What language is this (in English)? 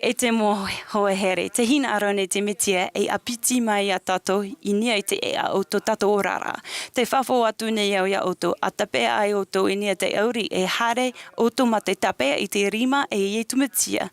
Tahitian